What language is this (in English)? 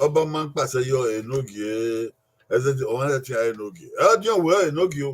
Bini